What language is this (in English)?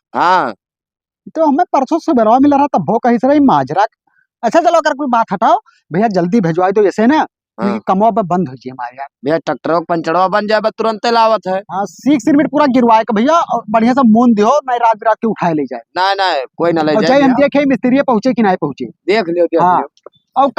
Awadhi